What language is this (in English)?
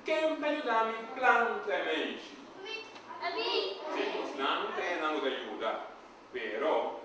Papiamento